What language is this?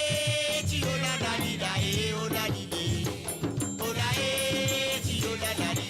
Morisyen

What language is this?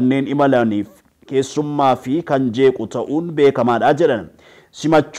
Oromo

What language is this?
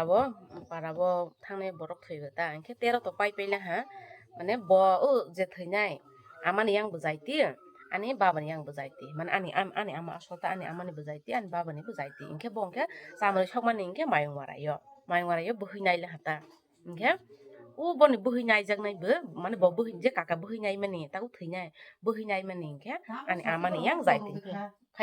Kok Borok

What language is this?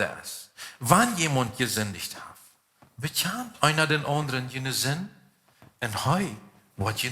Plautdietsch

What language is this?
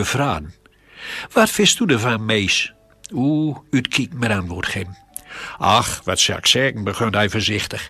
Gronings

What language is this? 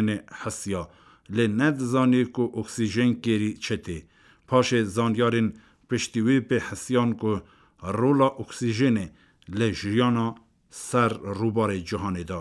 Kurdish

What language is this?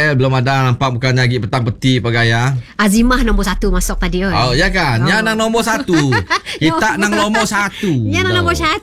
Malay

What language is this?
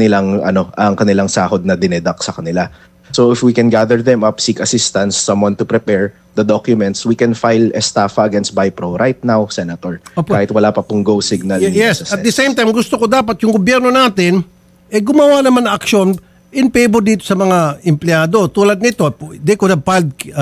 Filipino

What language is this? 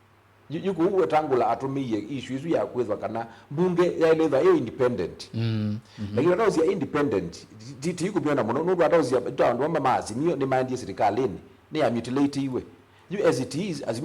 Kamba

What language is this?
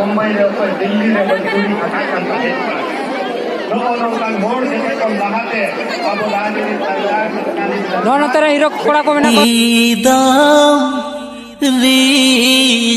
Santali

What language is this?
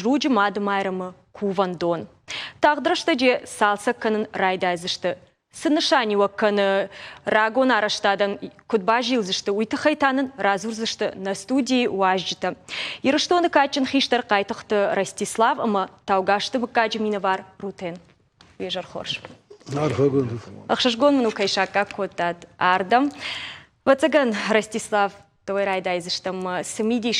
Ossetic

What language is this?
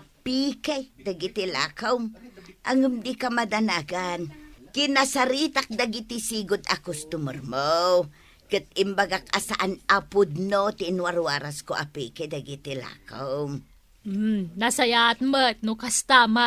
Iloko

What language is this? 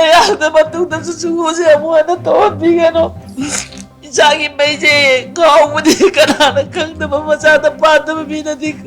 Manipuri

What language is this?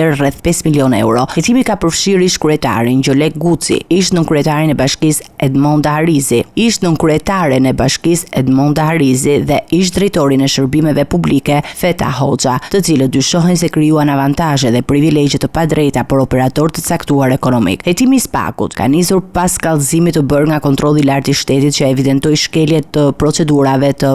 Albanian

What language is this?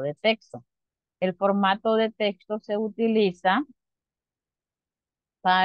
Spanish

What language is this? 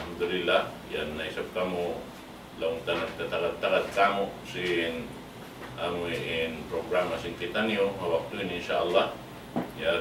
Tausug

